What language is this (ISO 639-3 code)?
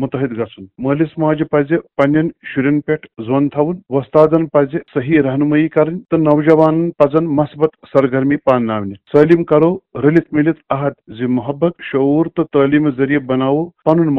kas